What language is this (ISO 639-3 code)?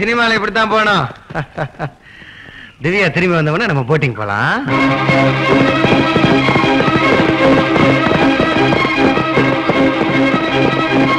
tam